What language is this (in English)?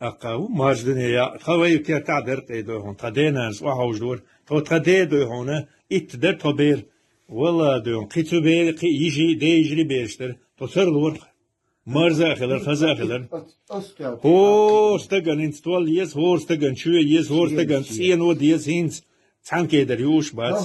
Chechen